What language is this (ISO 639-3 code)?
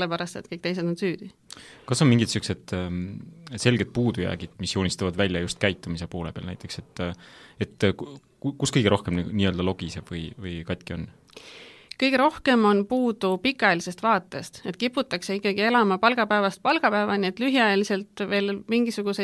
est